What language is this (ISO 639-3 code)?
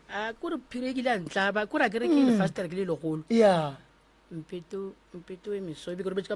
nso